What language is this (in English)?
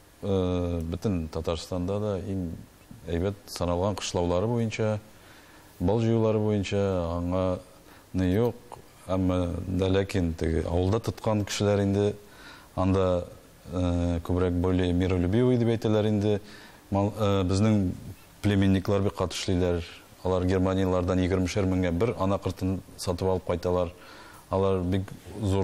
Tatar